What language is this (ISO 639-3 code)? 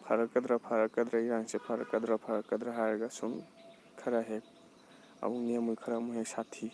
mni